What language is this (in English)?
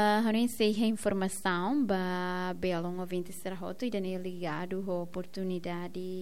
Tetum